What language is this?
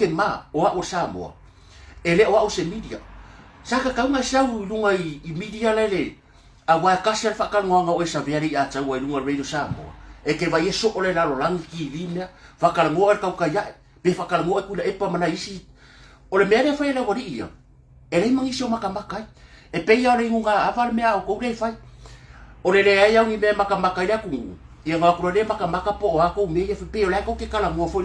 Samoan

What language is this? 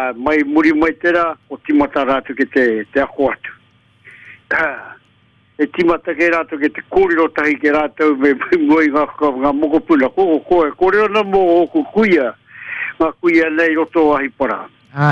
Māori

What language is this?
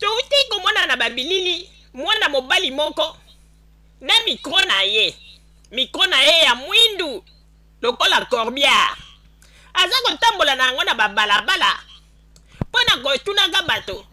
Lingala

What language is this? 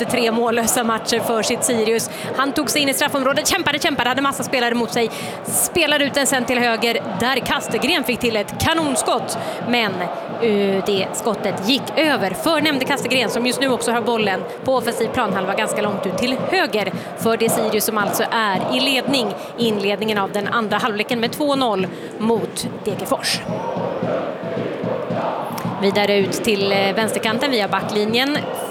Swedish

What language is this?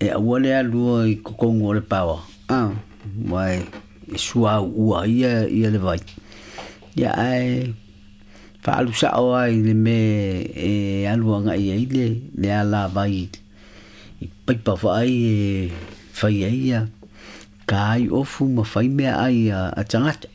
Samoan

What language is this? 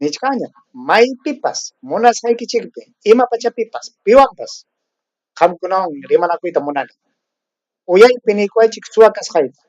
Ayacucho Quechua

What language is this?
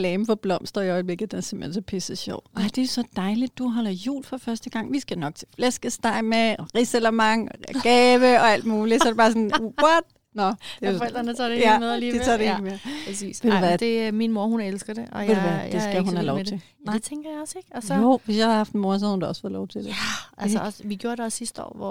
Danish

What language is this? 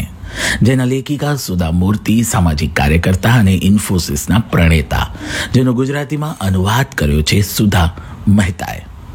Gujarati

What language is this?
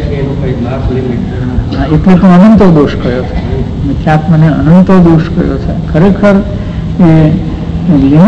Gujarati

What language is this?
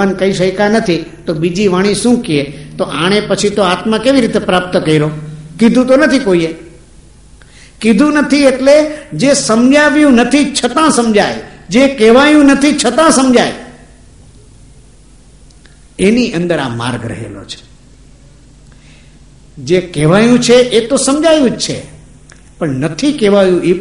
Gujarati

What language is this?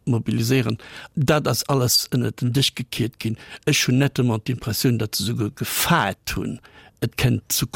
Luxembourgish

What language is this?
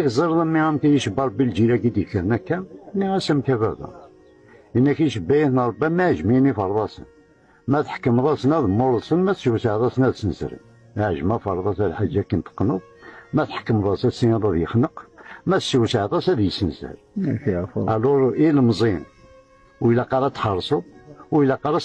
Kabyle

